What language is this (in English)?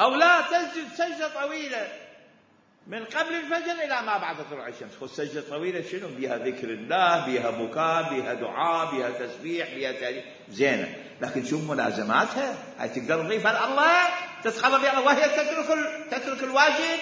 Mesopotamian Arabic